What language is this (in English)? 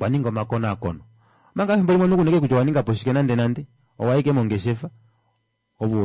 Kuanyama